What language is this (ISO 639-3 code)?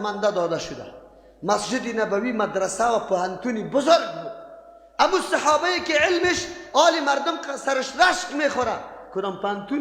fas